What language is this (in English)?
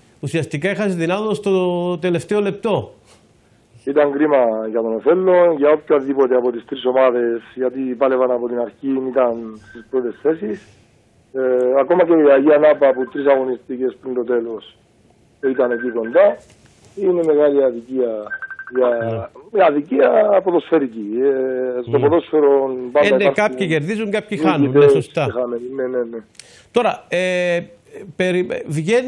Greek